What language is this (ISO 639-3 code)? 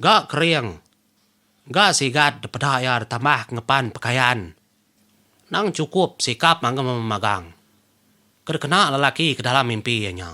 iba